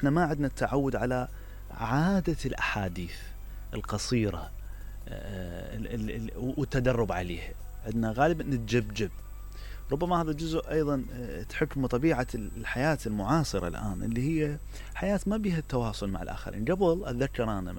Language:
Mesopotamian Arabic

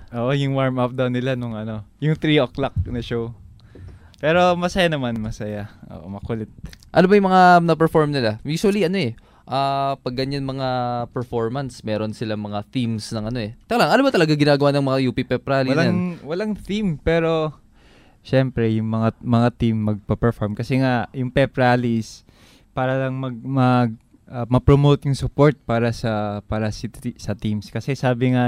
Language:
Filipino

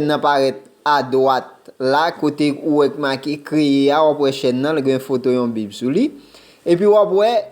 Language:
Haitian Creole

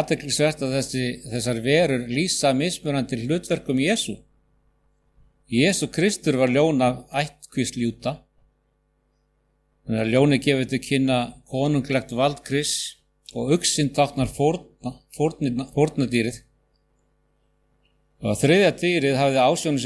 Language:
Icelandic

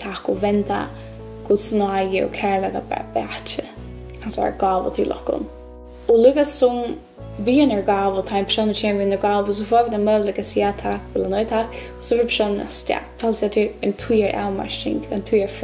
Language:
Faroese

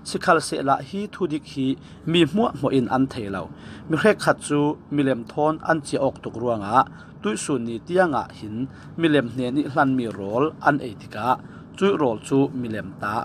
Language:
Falam Chin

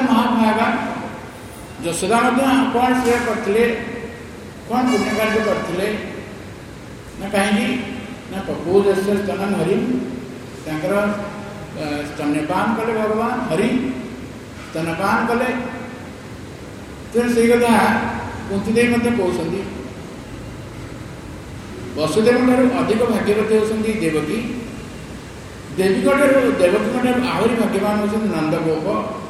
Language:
Odia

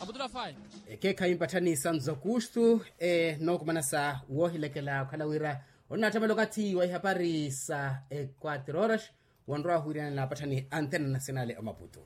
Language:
Makhuwa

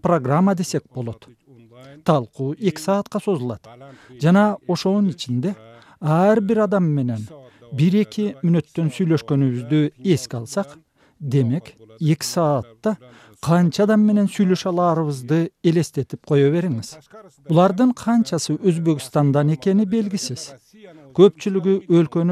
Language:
Kyrgyz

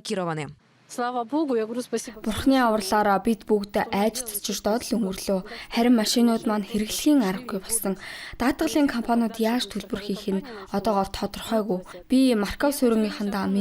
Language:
Mongolian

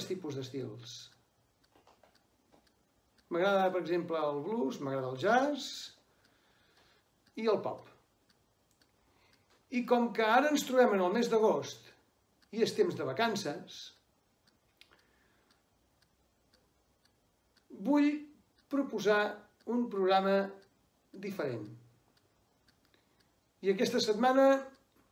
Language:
Catalan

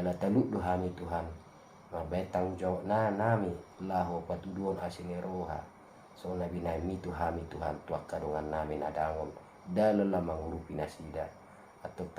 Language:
Batak Toba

